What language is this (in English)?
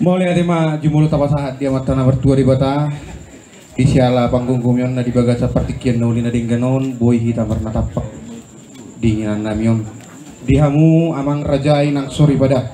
Batak Toba